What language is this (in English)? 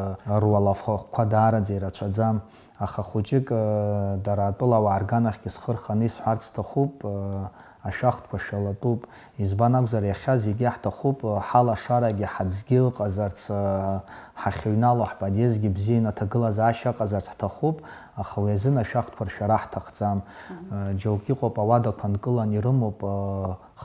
Abkhazian